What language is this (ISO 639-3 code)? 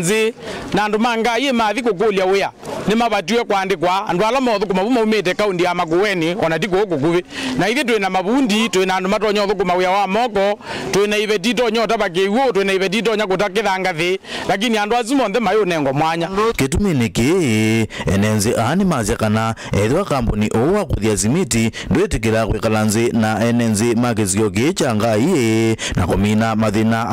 kam